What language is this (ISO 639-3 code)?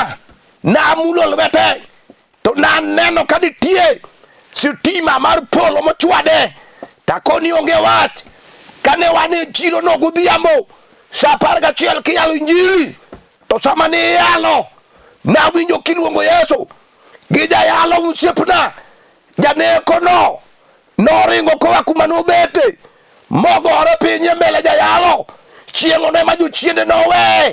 luo